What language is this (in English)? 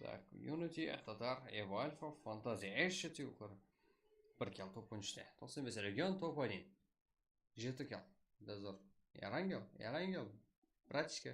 Kara-Kalpak